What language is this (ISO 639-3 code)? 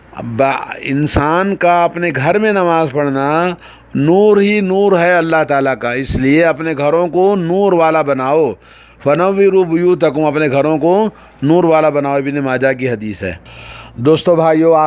urd